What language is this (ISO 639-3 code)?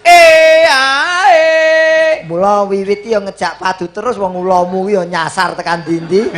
jav